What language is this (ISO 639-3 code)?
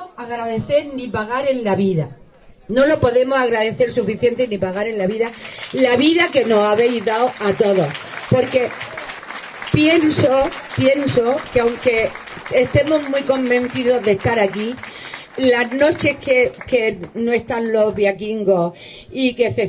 spa